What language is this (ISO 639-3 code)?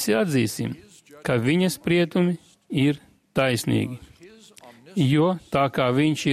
lav